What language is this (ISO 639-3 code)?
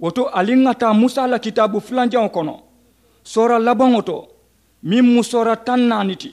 man